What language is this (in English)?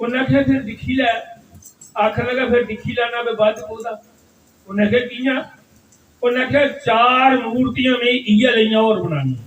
Dogri